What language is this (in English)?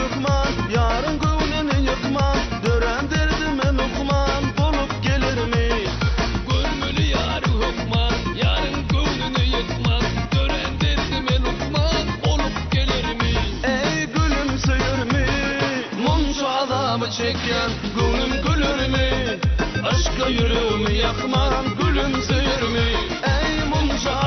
Turkmen